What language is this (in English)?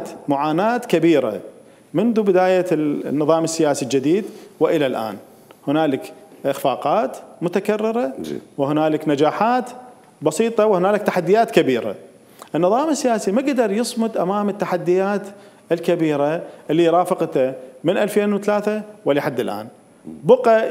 Mesopotamian Arabic